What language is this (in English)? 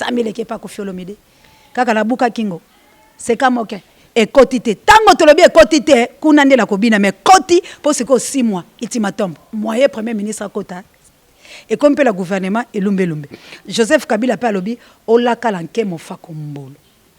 Lingala